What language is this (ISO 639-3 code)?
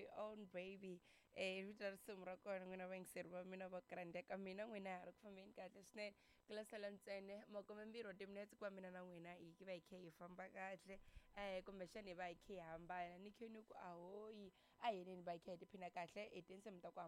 tso